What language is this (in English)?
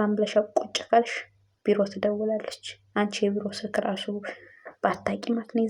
Amharic